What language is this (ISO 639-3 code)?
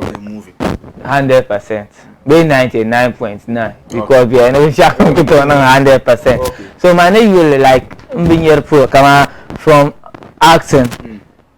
dag